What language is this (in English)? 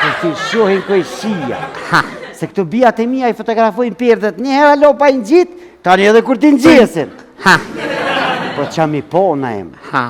Albanian